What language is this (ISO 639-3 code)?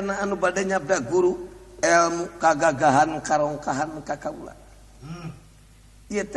sun